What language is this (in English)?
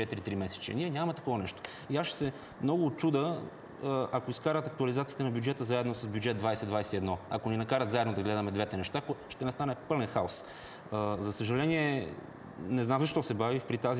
Bulgarian